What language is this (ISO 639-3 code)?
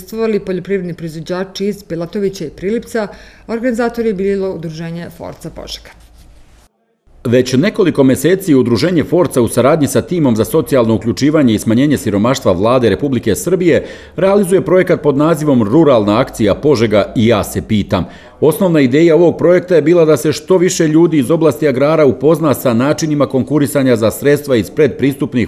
srp